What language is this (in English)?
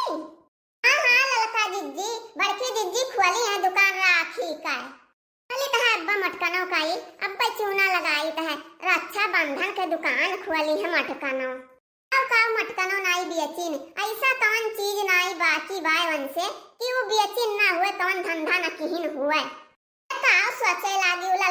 Awadhi